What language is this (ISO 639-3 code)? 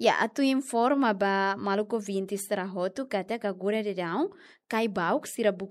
tet